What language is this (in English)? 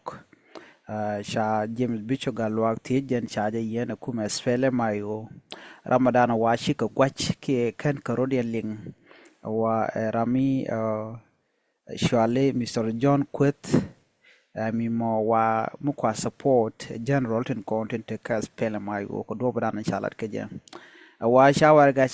Nuer